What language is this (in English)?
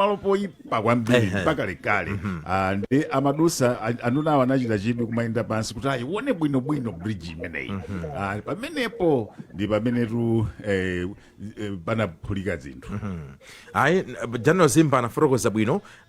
Nyanja